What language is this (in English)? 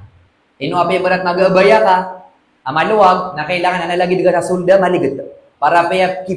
Maranao